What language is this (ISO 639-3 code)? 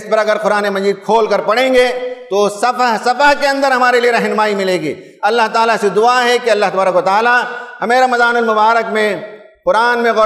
urd